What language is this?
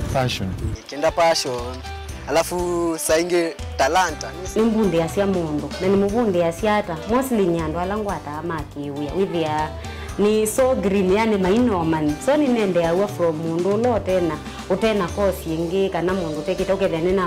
Kamba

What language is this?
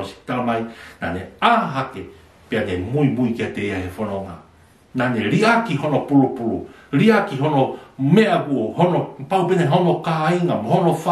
Tongan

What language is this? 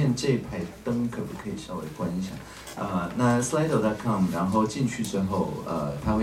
Chinese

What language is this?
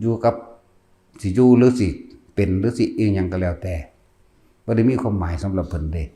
Northeastern Thai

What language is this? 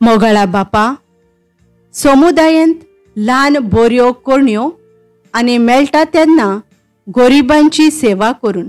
Konkani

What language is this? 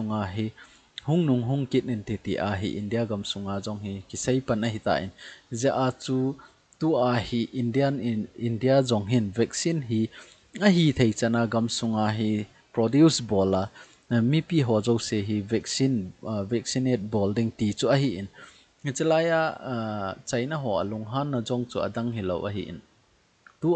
Thado Chin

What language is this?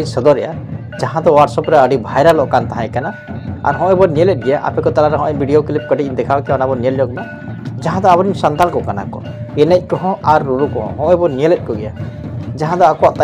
Santali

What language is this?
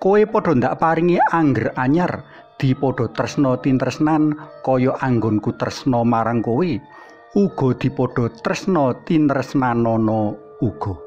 Javanese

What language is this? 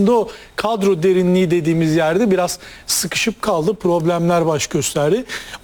Turkish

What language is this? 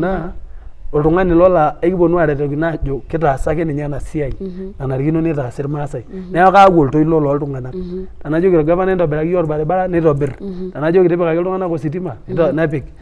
Masai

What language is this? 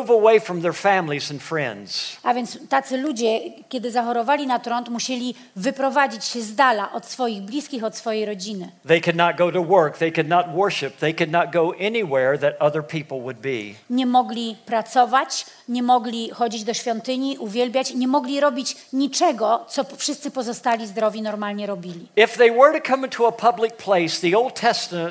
Polish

